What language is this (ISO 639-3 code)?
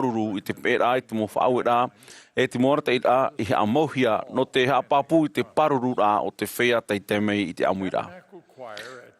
tah